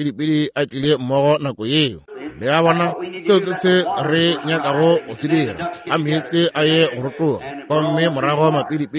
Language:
Northern Sotho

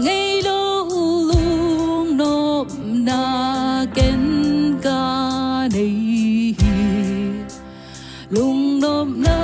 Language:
Tedim Chin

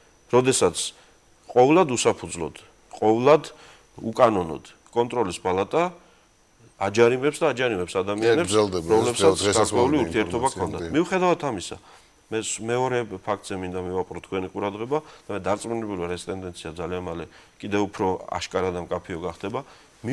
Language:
Georgian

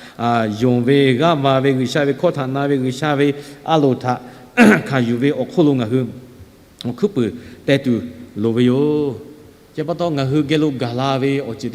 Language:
Lahu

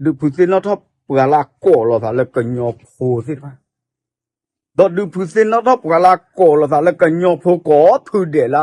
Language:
S'gaw Karen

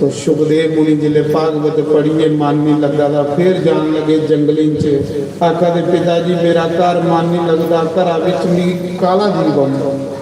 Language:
Dogri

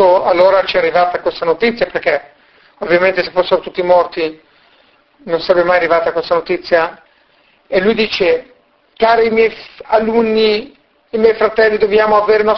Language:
Italian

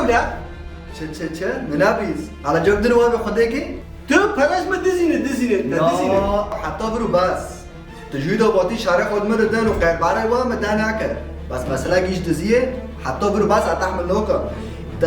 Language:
Kurdish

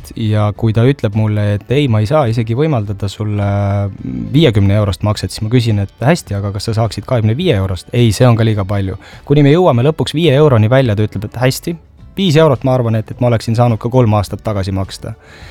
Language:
Estonian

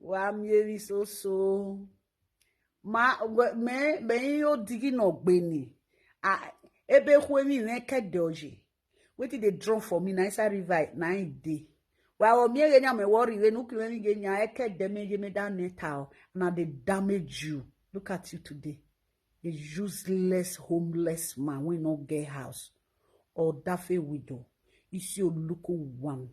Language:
Nigerian Pidgin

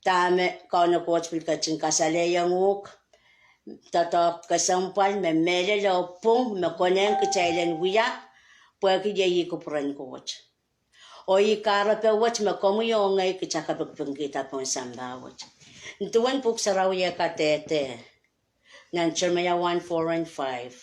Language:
Pohnpeian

